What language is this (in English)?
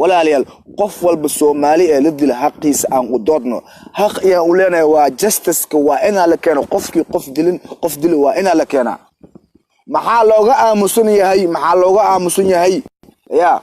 Somali